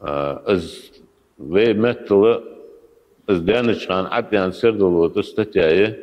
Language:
Ingush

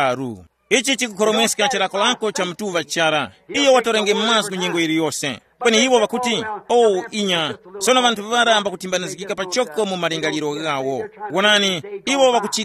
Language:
Tumbuka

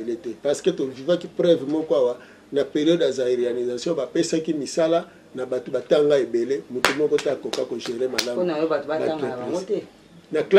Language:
Lingala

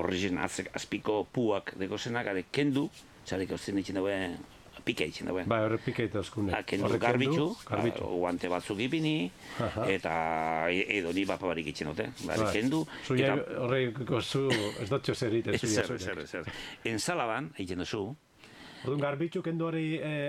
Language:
Basque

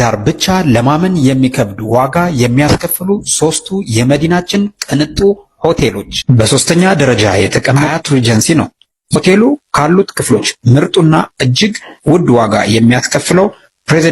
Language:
Amharic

